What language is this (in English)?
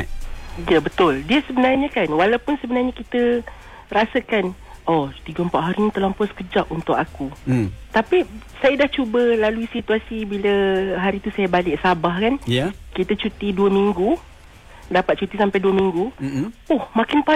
Malay